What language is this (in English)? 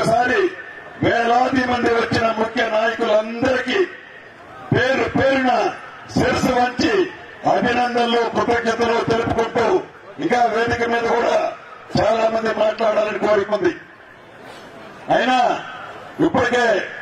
Telugu